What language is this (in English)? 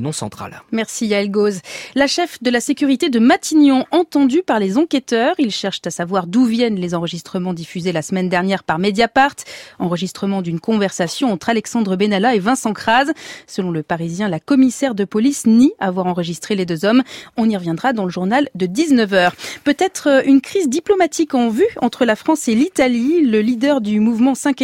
French